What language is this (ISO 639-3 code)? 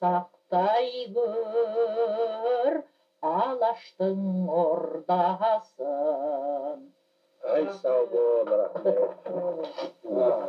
kaz